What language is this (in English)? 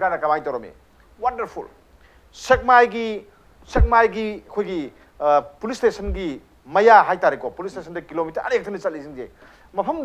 Manipuri